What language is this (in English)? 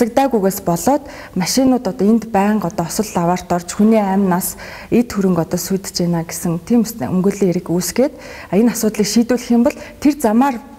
Mongolian